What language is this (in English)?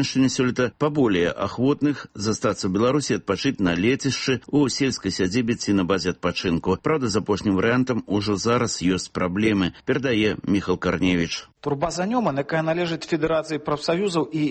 Belarusian